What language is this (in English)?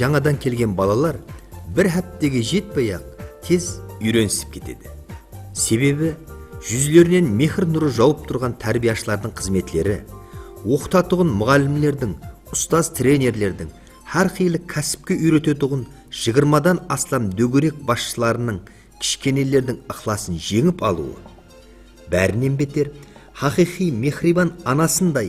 Kara-Kalpak